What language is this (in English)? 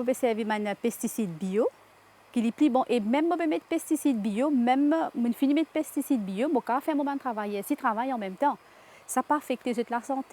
Morisyen